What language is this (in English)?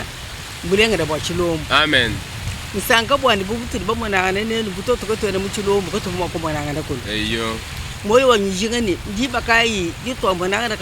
Luba-Lulua